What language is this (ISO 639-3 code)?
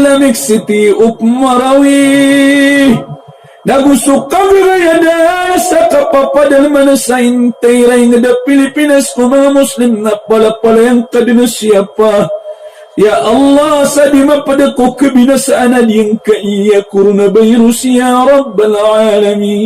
mrw